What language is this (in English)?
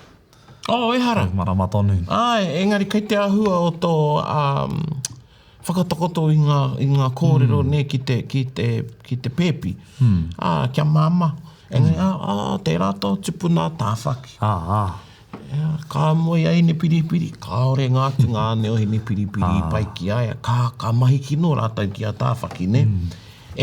Māori